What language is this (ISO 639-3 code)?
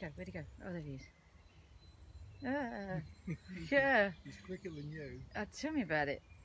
eng